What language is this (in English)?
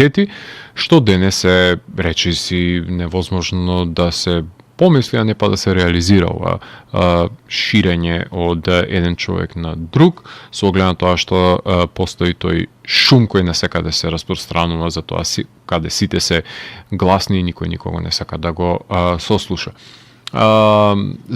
Macedonian